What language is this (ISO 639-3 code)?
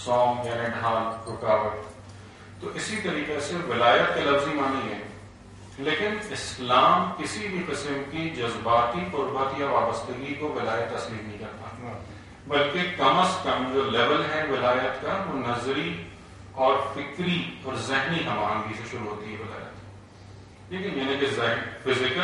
urd